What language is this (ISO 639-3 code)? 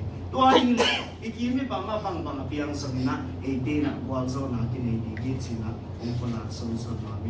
ctd